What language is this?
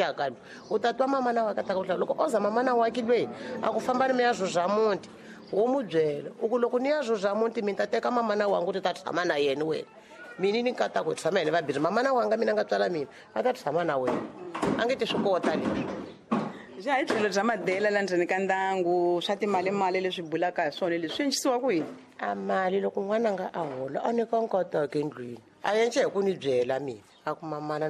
Tsonga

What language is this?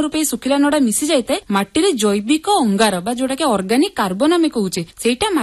Odia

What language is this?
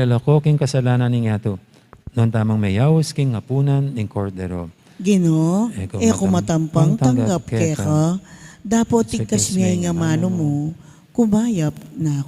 Pampanga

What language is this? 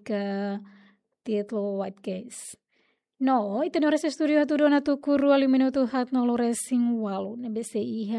Tetum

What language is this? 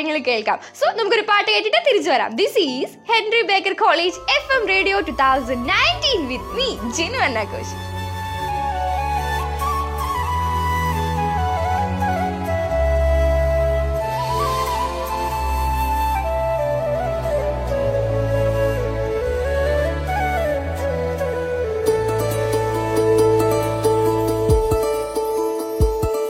Malayalam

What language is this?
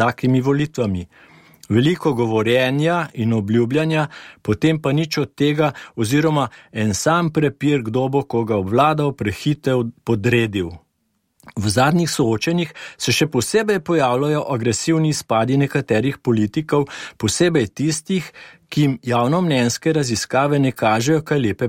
Slovenian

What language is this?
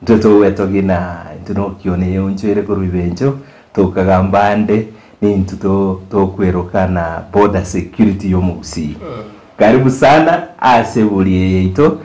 Gusii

